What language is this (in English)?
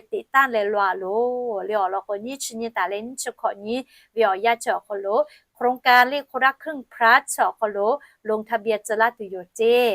Lahu